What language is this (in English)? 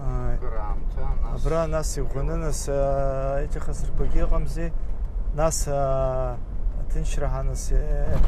Abkhazian